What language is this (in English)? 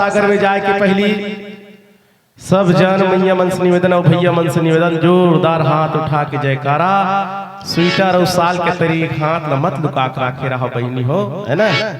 Chhattisgarhi